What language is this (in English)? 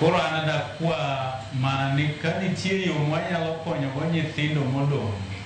Luo (Kenya and Tanzania)